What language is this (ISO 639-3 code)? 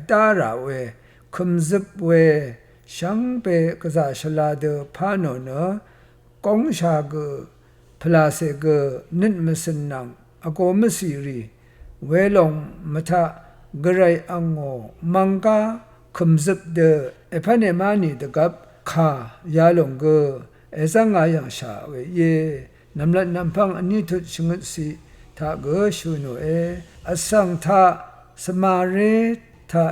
raw